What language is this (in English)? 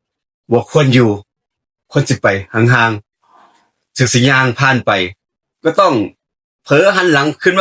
Northeastern Thai